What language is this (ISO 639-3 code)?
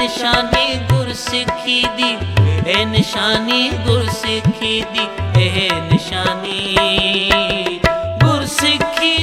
pan